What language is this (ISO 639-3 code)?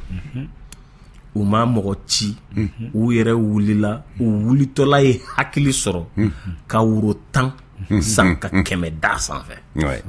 bam